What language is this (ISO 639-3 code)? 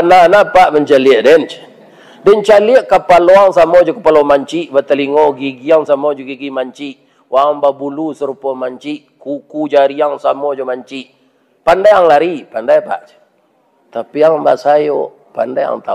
min